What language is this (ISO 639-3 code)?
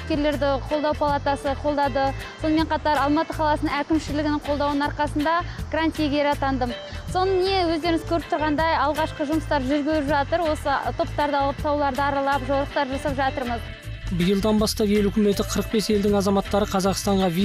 kaz